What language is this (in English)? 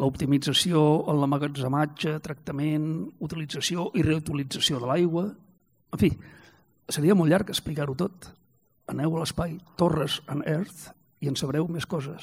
Catalan